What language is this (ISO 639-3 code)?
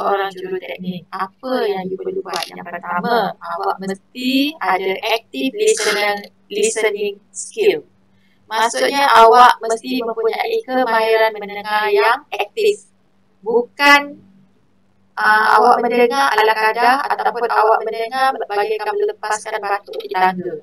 msa